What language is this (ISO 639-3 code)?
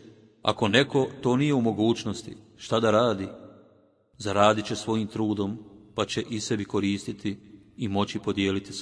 bos